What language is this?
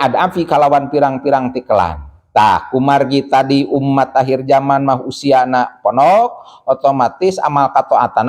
Sundanese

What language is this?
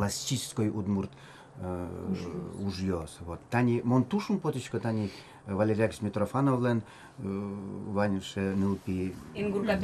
Udmurt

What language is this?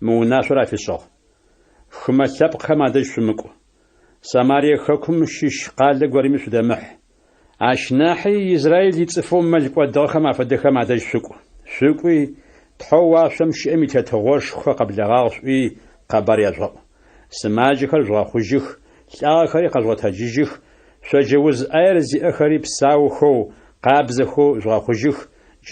Adyghe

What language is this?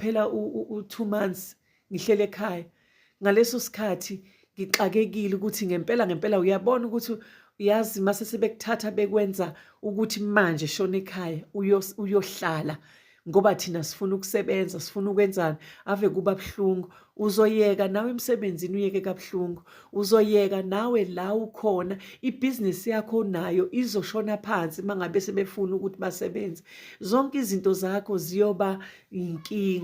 Zulu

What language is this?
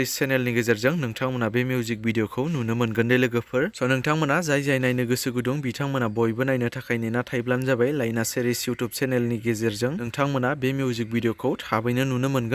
Bodo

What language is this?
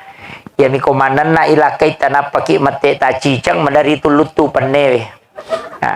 Buginese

